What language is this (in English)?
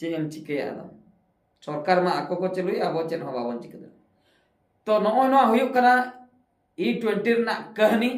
Santali